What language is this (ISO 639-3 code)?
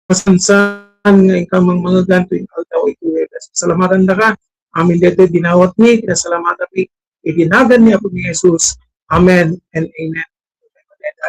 ilo